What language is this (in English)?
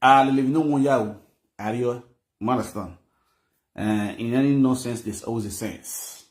Nigerian Pidgin